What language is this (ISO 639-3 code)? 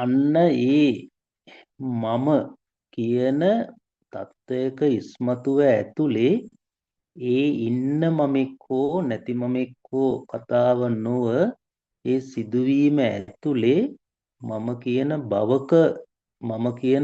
sin